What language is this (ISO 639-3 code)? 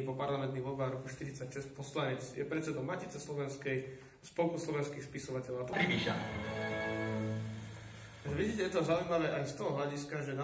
slk